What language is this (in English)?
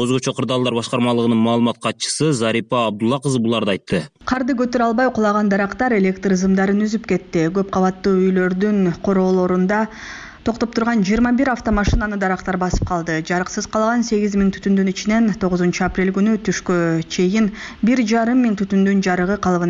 Kyrgyz